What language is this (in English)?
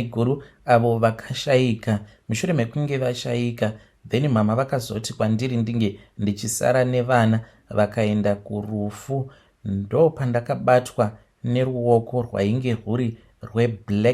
Shona